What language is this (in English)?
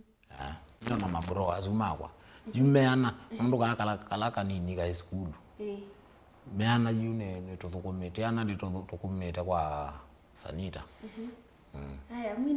Kamba